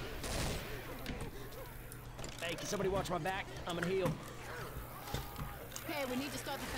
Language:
English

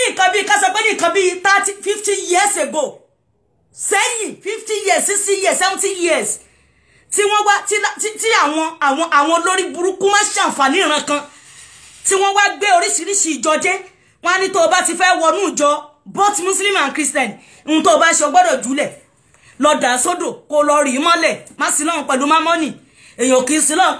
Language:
Yoruba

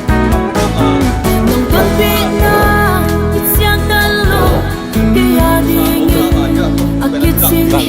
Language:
Tedim Chin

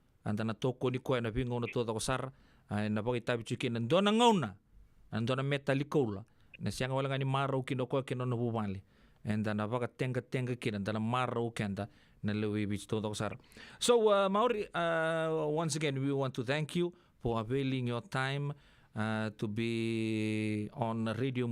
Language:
Fijian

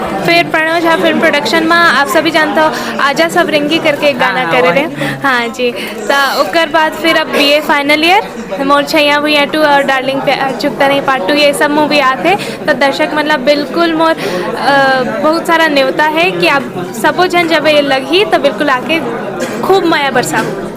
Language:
Chhattisgarhi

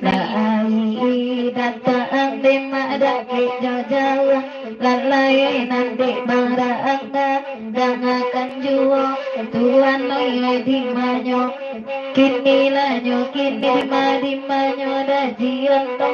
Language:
Minangkabau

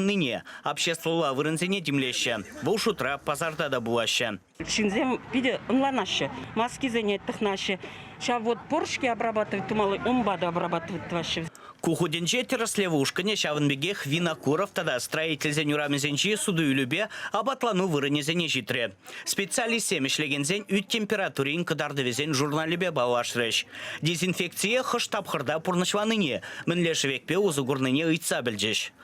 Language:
Chuvash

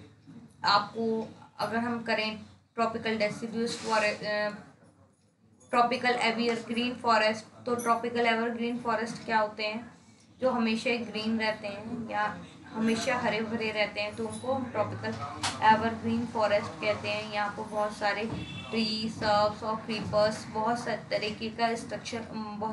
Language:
Hindi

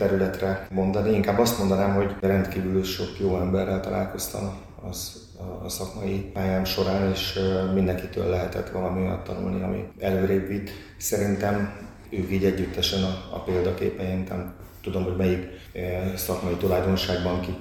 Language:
Hungarian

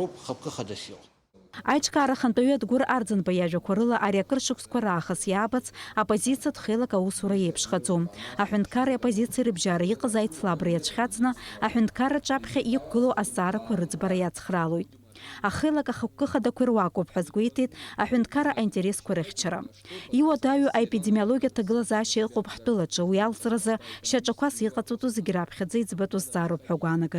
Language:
Abkhazian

